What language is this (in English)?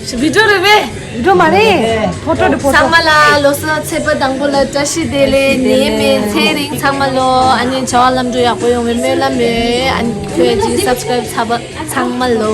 Tibetan